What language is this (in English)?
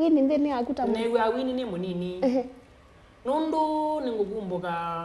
Kamba